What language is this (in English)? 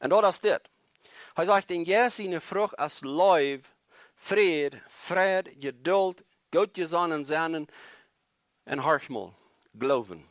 Plautdietsch